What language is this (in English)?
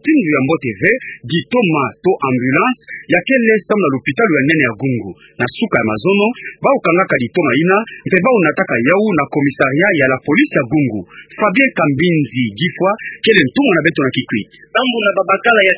Kituba (Democratic Republic of Congo)